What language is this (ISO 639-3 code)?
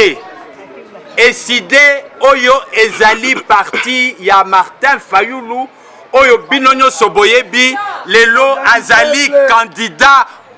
lin